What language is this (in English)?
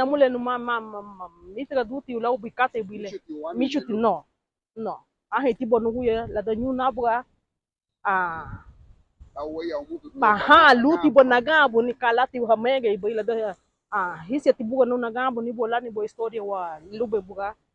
Garifuna